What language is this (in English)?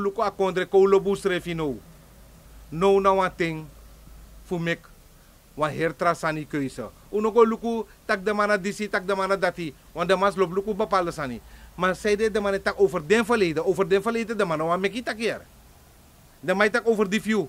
Sranan Tongo